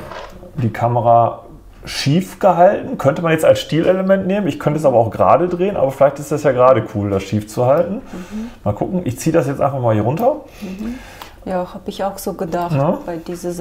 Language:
German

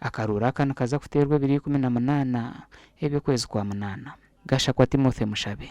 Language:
Nyankole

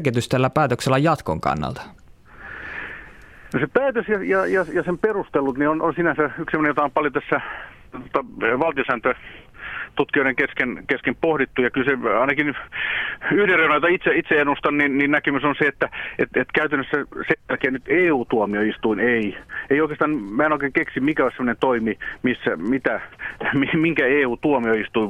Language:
Finnish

